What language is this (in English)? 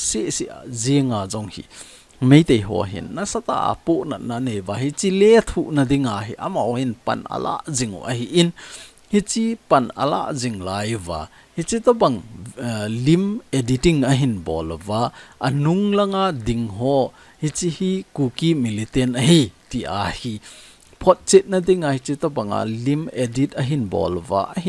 Thado Chin